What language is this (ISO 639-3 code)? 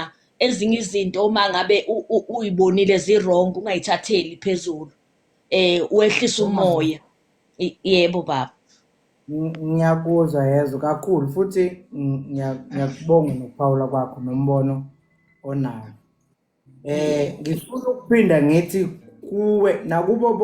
zul